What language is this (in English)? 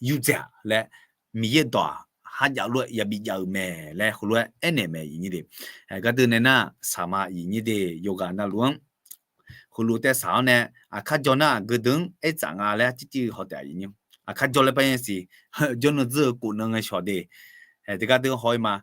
Akha